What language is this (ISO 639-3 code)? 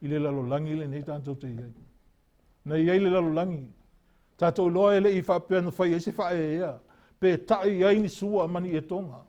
smo